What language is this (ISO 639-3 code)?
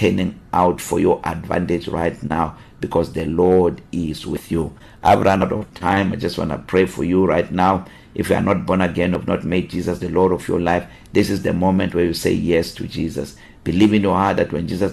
eng